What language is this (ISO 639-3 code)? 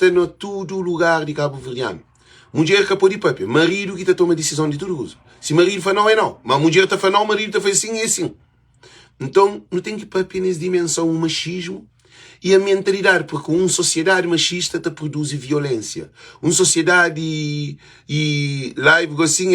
kea